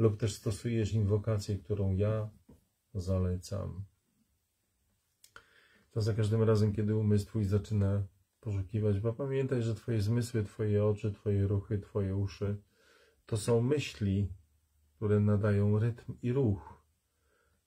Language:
Polish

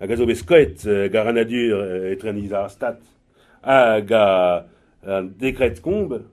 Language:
Breton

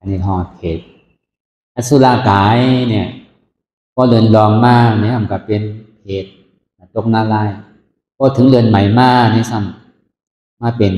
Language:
Shan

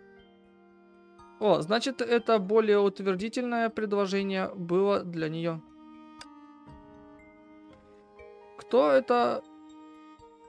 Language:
Russian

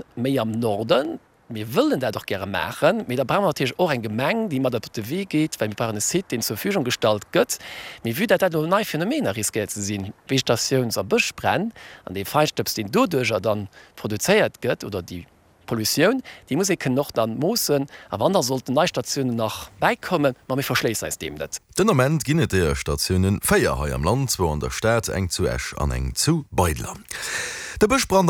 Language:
Luxembourgish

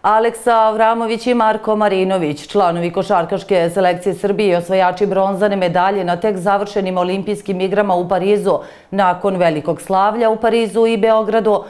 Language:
Serbian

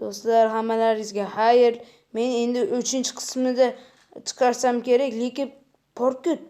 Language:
Uzbek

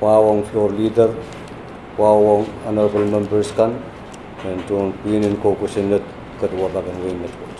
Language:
Pohnpeian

